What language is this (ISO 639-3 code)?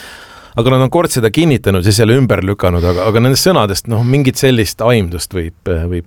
est